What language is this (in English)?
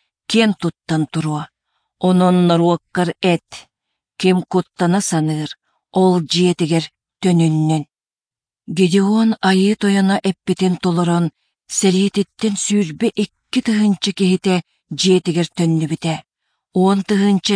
Yakut